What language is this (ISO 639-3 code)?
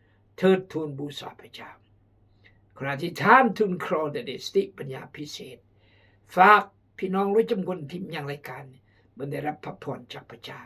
kjg